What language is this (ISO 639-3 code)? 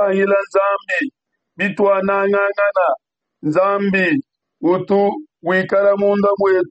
lua